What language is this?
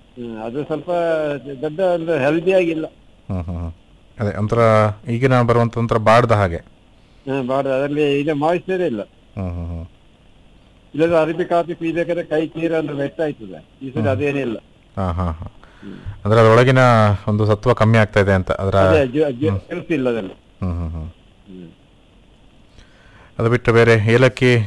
Kannada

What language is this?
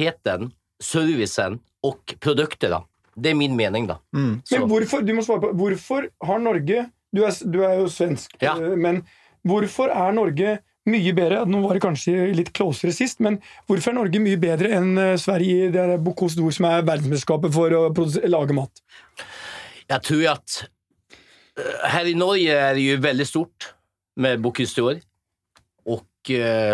Norwegian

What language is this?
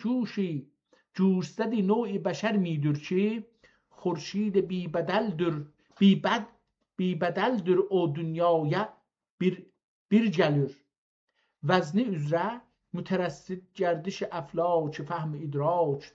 South Azerbaijani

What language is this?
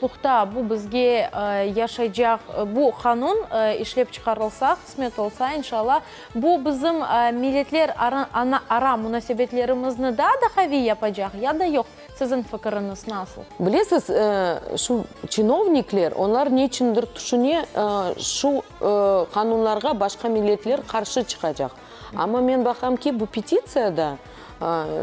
Crimean Tatar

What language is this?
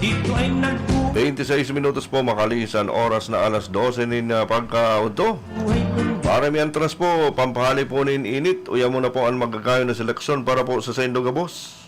Bikol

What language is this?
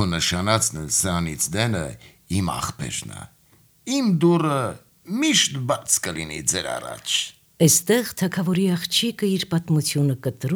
Armenian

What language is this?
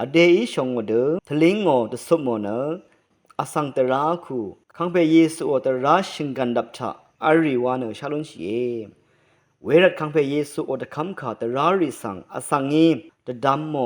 Rawang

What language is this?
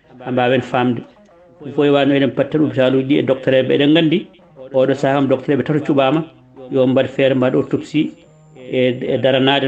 Fula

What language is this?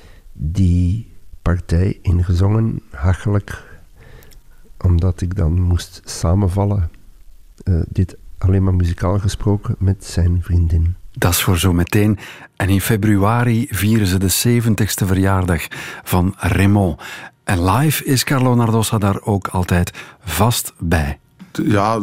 Dutch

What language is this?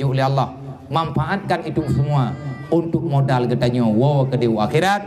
Achinese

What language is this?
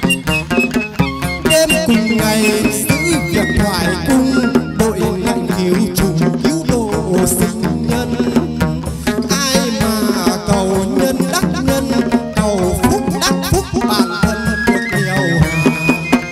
Vietnamese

